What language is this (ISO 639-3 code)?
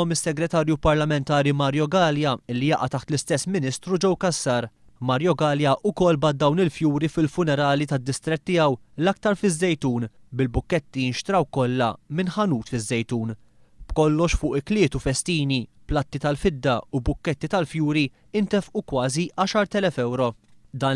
mlt